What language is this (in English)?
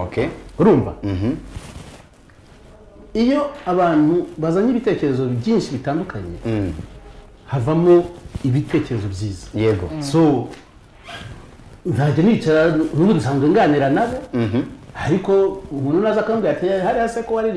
Kinyarwanda